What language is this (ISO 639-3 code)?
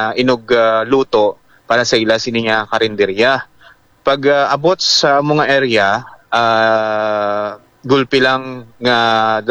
hil